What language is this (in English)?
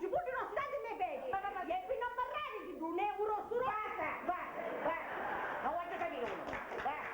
Sicilian